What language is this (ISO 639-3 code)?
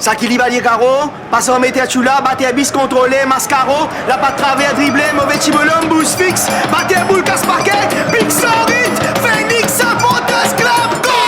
mfe